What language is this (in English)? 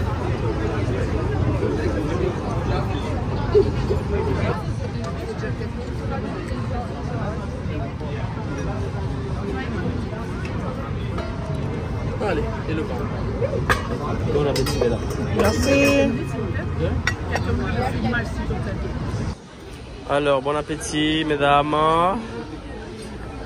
French